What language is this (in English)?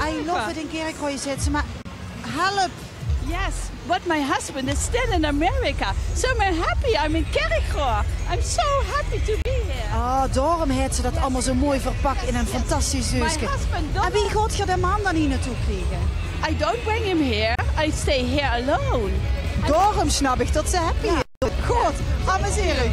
Limburgish